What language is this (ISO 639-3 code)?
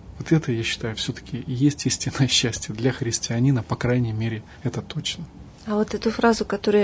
rus